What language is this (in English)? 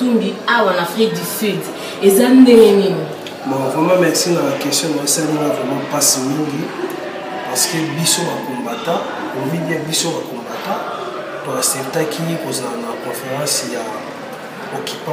Lingala